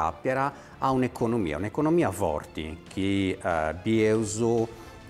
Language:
Sardinian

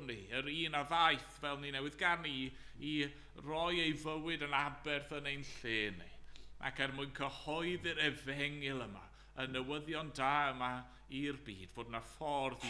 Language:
Welsh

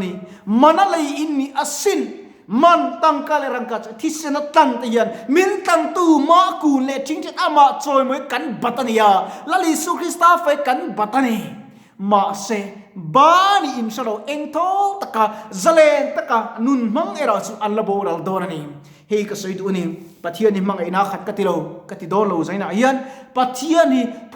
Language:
Mizo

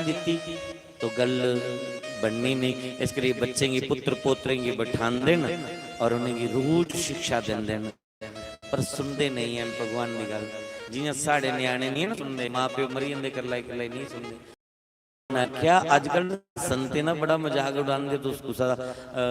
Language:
Dogri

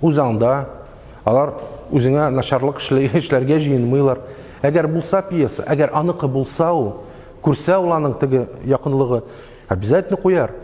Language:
Tatar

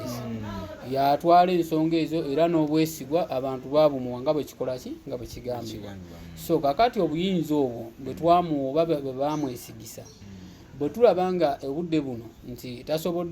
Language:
Ganda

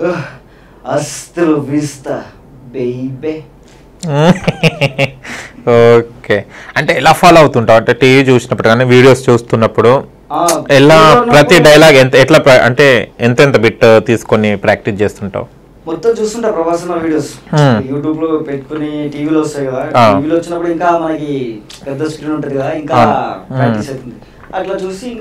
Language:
Telugu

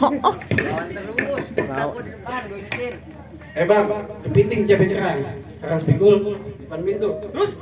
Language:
Betawi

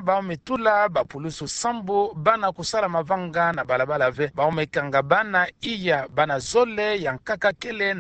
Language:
Kituba (Democratic Republic of Congo)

